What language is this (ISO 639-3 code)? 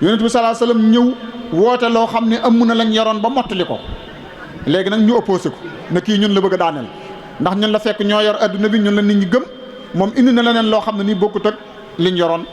wol